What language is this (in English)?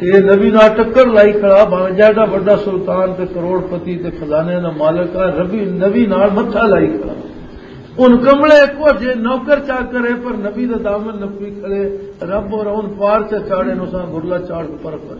Western Panjabi